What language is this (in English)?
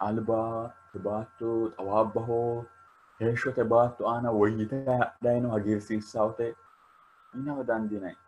Sidamo